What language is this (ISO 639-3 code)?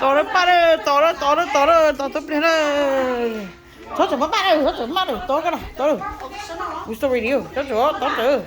hmn